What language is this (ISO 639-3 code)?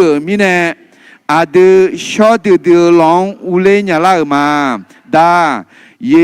ahk